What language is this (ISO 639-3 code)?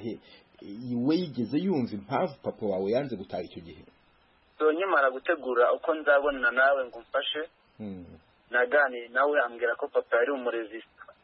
kin